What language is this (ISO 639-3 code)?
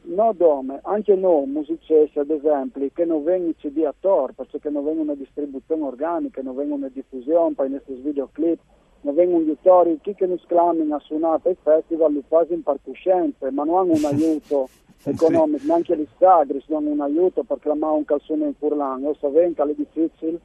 fur